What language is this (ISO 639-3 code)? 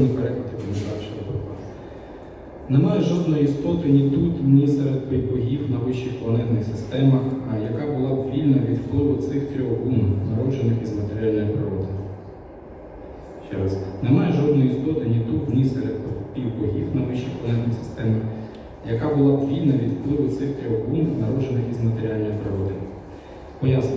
ukr